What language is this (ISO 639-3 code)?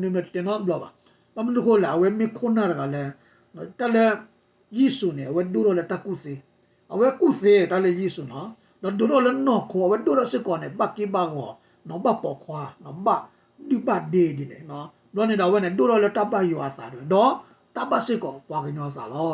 ksw